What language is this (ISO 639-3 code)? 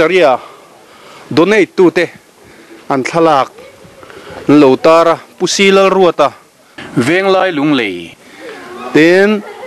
lus